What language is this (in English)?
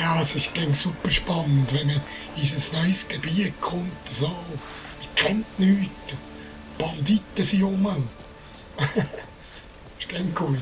Swiss German